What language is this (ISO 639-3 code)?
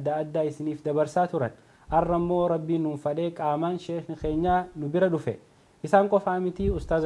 orm